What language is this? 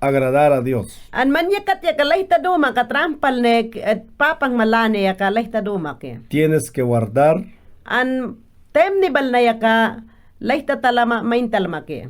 Mayangna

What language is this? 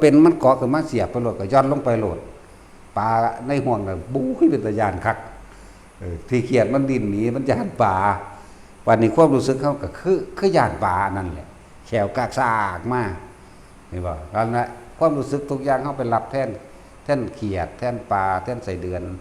Northeastern Thai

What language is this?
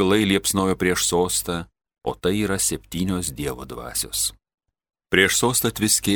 Lithuanian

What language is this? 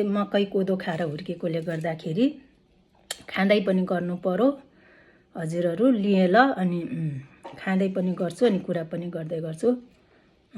Nepali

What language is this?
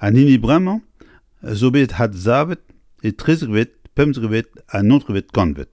Breton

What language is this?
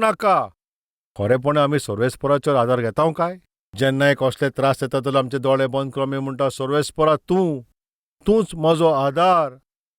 Konkani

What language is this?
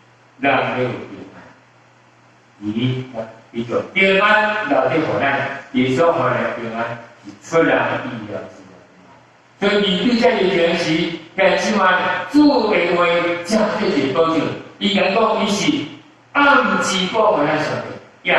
Min Nan Chinese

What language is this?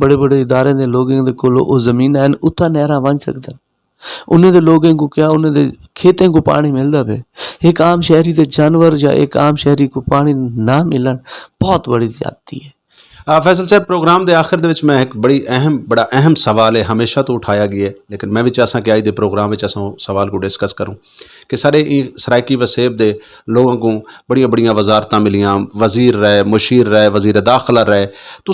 Saraiki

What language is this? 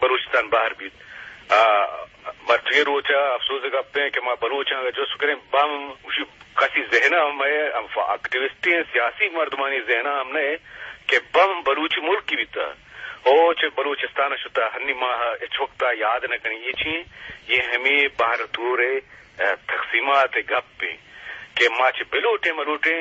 Eastern Balochi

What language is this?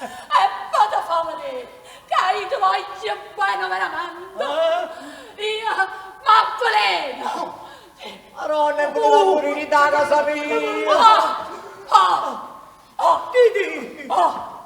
Neapolitan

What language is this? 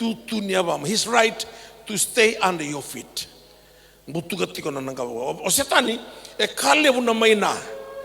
Fijian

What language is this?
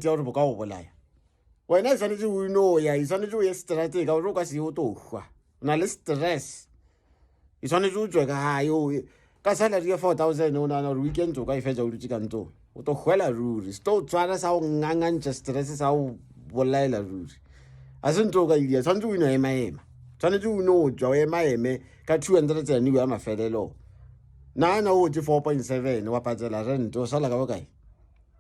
Northern Sotho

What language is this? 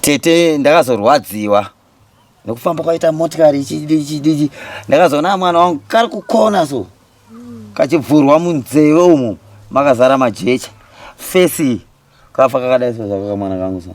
Shona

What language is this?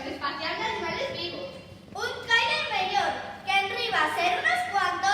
Asturian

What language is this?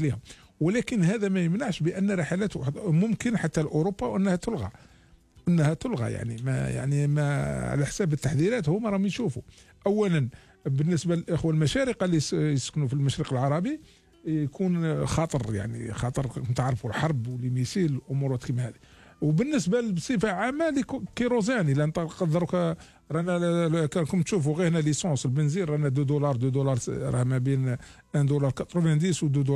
Algerian Arabic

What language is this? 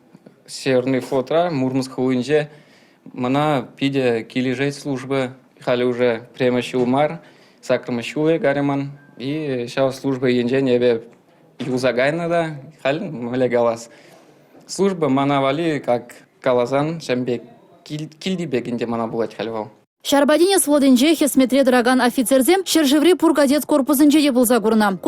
Chuvash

